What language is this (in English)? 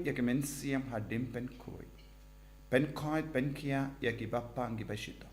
Khasi